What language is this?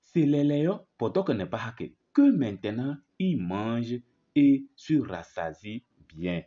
Kabiyè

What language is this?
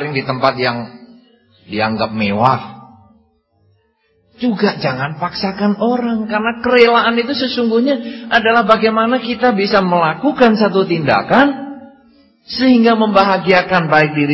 Indonesian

